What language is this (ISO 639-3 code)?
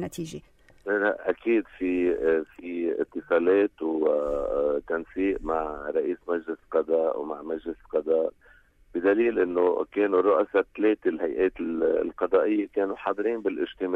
apc